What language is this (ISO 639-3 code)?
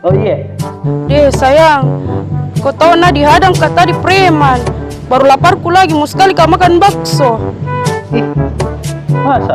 mfp